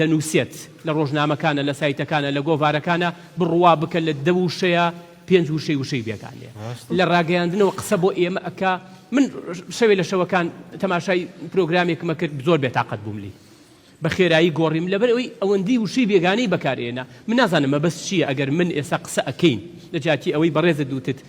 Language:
Central Kurdish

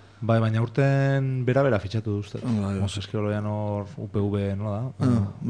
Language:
Basque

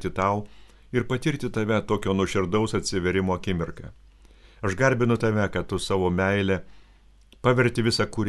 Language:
Lithuanian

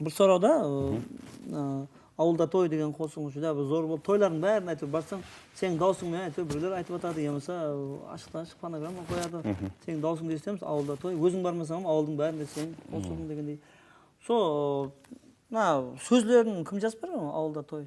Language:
Kara-Kalpak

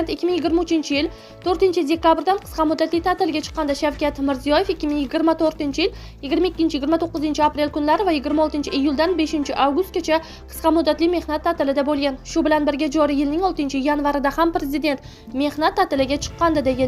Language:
Uzbek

